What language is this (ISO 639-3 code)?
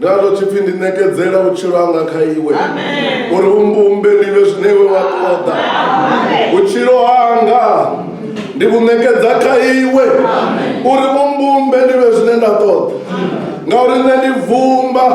ven